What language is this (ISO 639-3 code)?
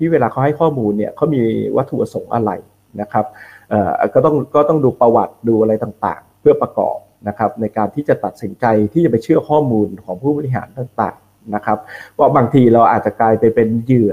tha